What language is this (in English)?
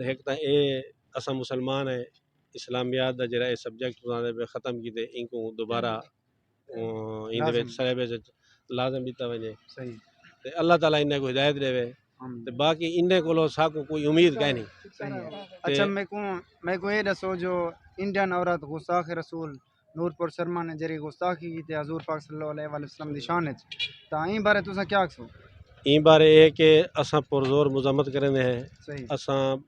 Saraiki